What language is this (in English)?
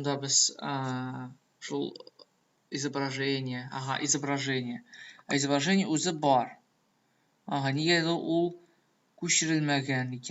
Tatar